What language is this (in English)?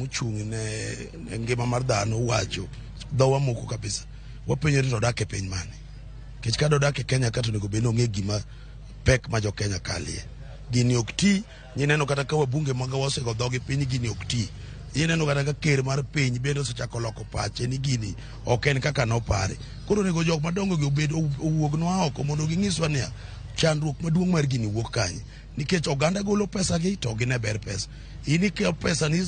Luo (Kenya and Tanzania)